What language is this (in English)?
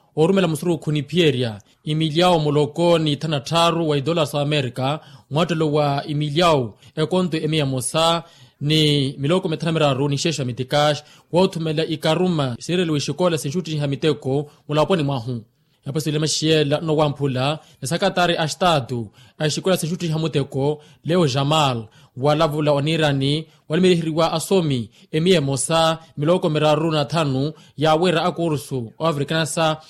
Makhuwa